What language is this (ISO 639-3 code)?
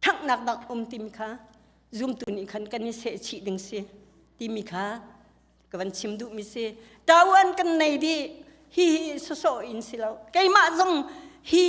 cnh